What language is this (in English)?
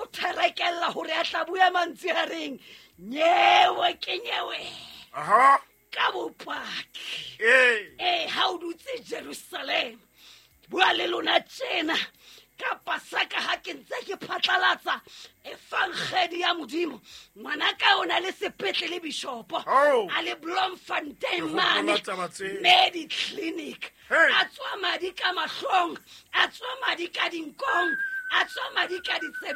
Southern Sotho